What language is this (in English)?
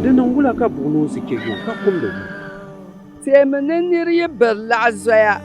Dagbani